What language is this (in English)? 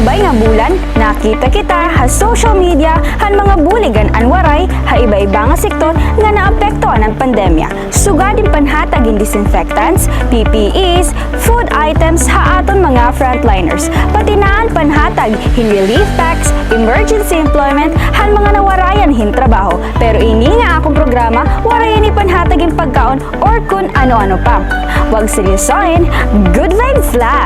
Waray